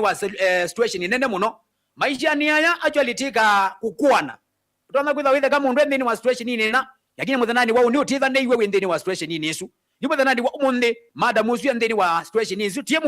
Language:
Kamba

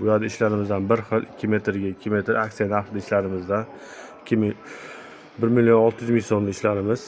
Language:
Uzbek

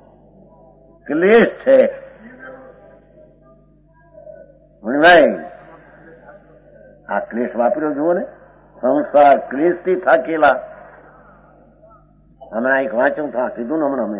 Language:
Gujarati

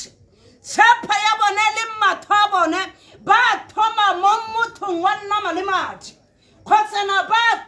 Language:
Tswana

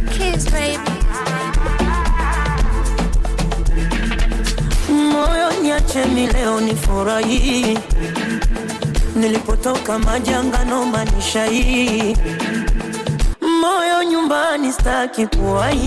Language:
Swahili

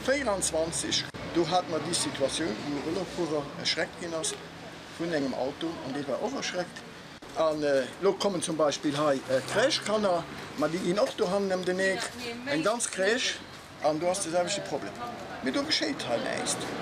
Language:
Luxembourgish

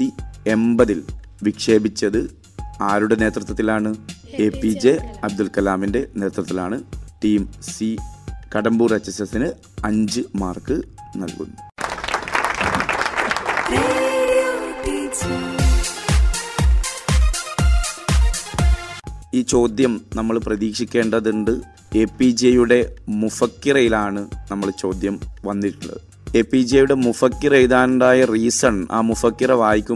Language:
Malayalam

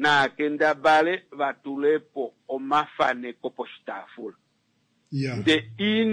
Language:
Kuanyama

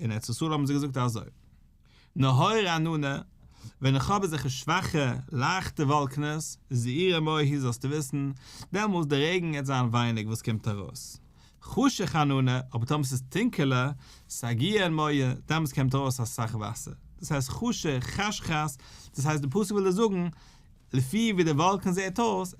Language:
Yiddish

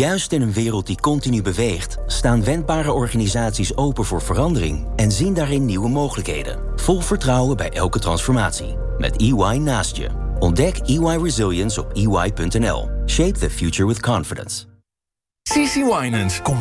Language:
Dutch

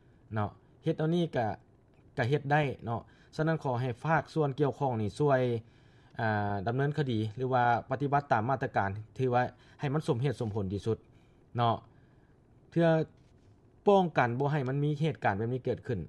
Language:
Lao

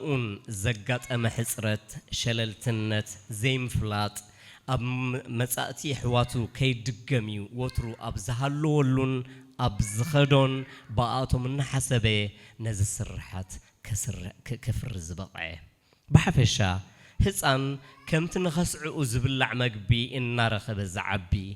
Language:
Tigrinya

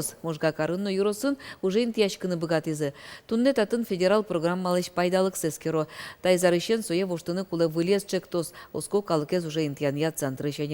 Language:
Udmurt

